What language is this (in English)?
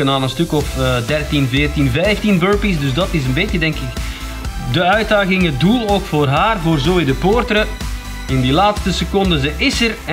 Dutch